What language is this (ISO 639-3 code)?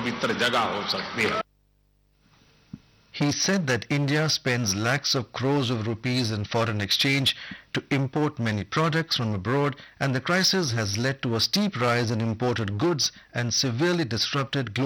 hin